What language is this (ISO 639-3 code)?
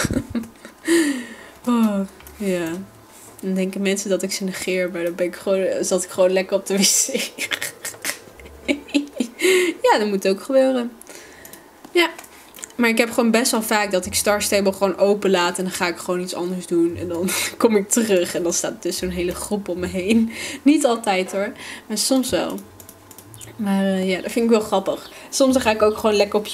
nld